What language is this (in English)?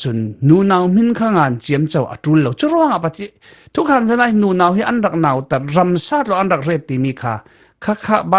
Falam Chin